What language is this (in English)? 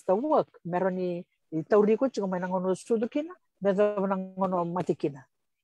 Fijian